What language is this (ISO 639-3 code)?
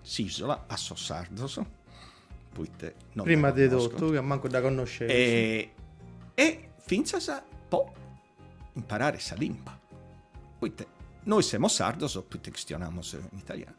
srd